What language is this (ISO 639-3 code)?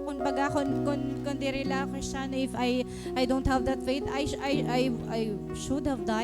war